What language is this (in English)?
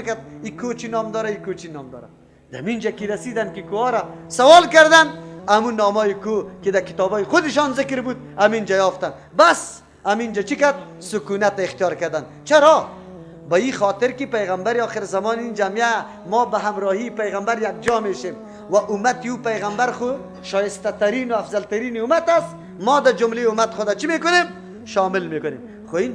Persian